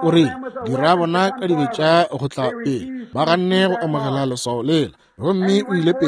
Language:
Northern Sotho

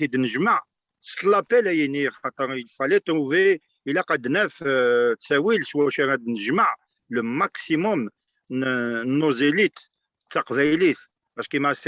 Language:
Kabyle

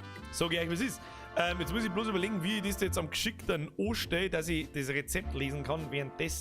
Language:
Bavarian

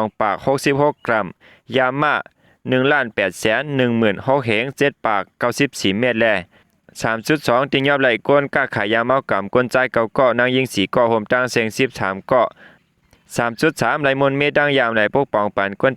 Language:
Shan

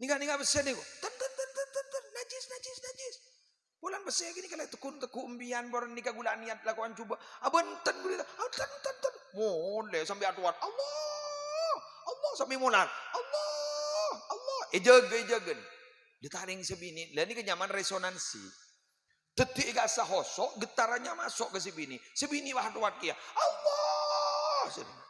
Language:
Madurese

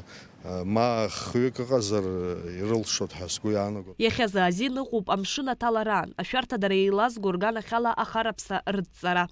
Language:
Abkhazian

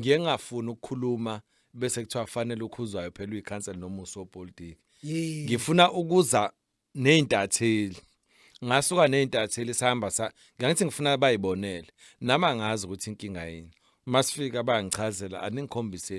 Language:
Zulu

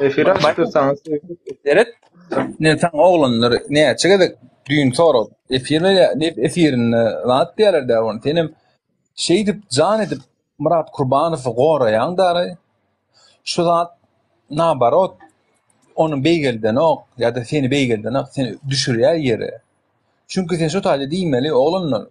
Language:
Turkmen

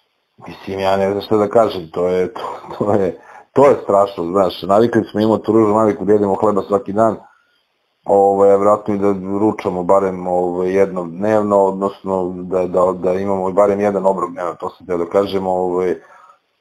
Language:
Serbian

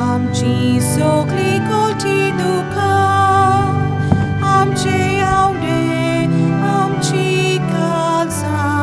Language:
Konkani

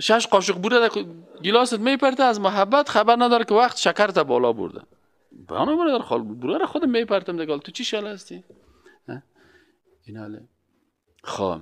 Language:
Persian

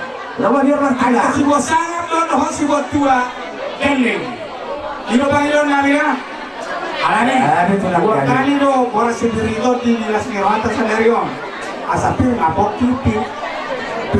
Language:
Batak Toba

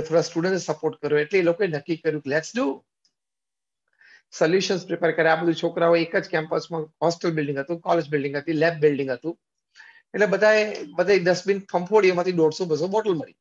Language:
Gujarati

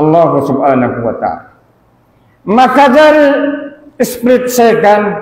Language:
Tausug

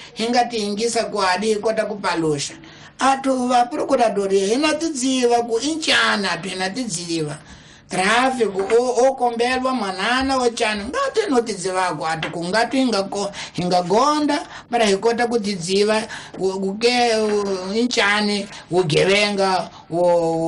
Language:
Tsonga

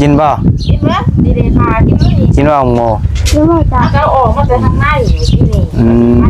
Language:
Lao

